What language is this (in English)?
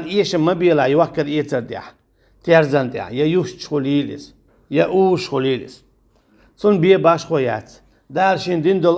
Chechen